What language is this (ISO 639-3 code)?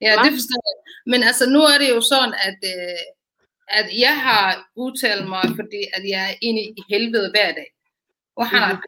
dan